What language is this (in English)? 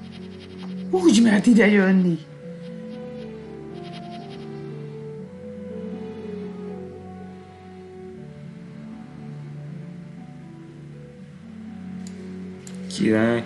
Hungarian